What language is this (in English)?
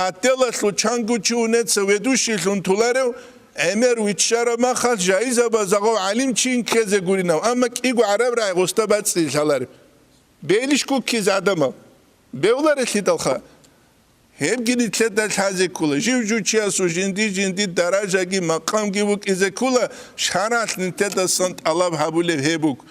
Avaric